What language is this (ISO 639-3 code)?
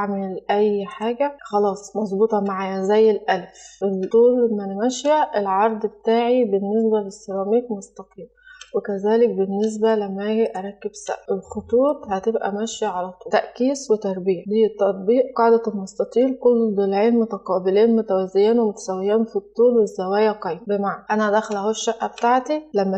arz